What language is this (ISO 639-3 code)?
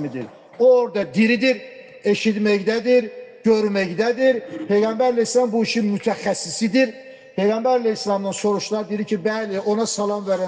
aze